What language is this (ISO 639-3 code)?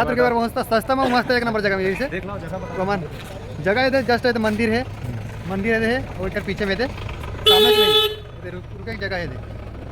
hne